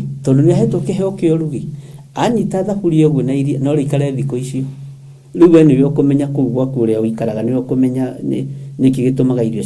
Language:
Kikuyu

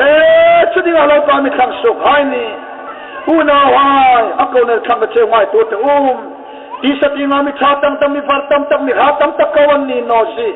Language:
Hmar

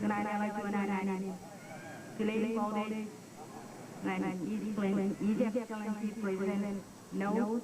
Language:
Marshallese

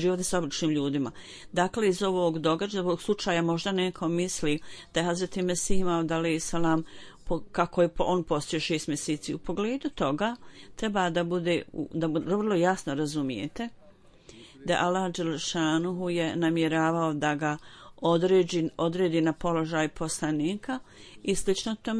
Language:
Bosnian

